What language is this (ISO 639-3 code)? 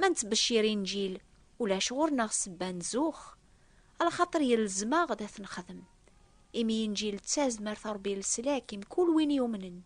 kab